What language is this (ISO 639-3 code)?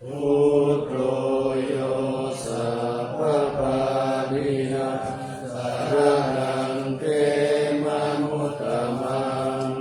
pli